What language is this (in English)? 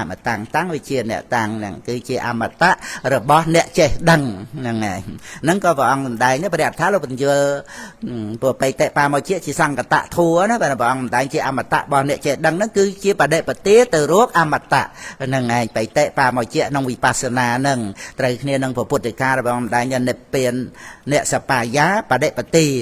Khmer